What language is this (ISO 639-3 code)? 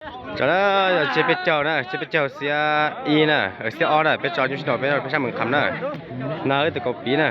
hmn